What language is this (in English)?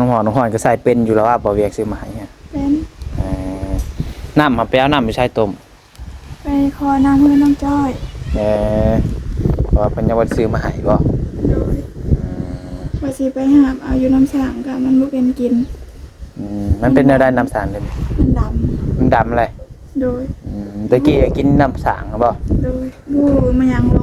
Northeastern Thai